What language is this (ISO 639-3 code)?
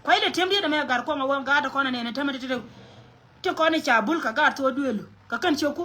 nus